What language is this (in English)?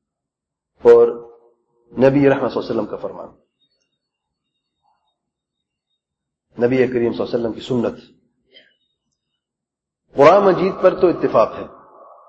Urdu